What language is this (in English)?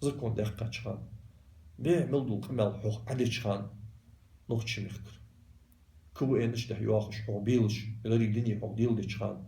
Ingush